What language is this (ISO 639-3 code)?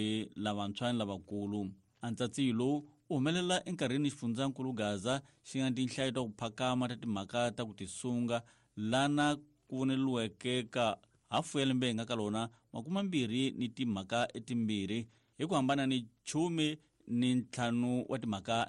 tso